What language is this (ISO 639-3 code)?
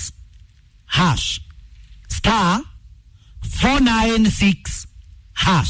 kik